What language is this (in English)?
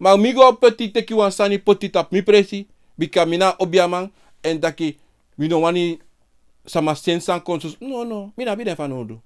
Sranan Tongo